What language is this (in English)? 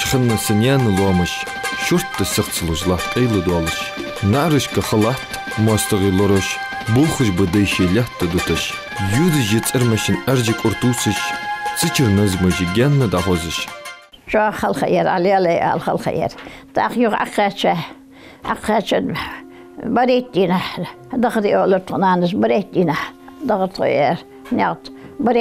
Ingush